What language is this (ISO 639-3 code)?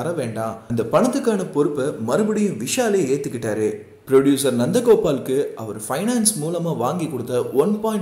tam